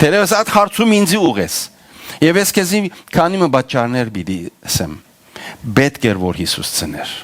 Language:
Western Armenian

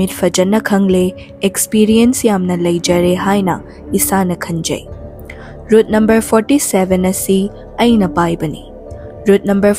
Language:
Manipuri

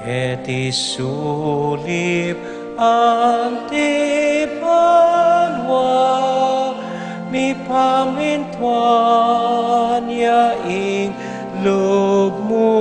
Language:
Pampanga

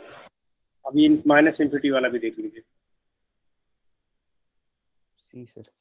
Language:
Hindi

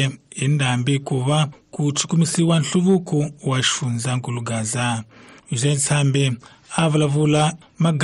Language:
Tsonga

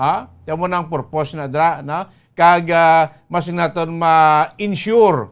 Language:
Hiligaynon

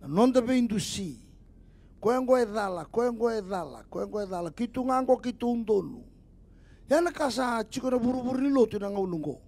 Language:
Fijian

